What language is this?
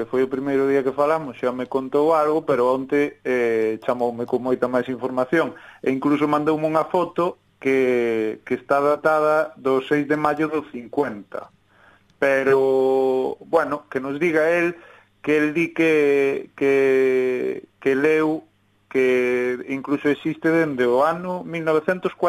Galician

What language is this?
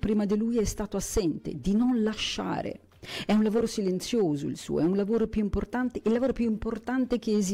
Italian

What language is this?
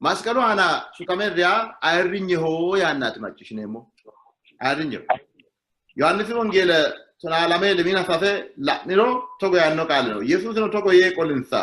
Sidamo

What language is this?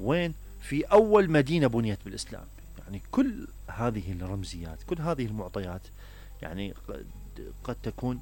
Mesopotamian Arabic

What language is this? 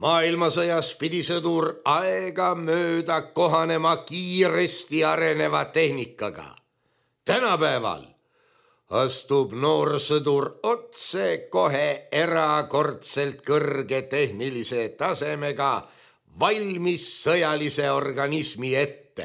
Estonian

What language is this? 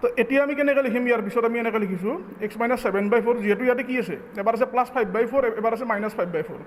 Assamese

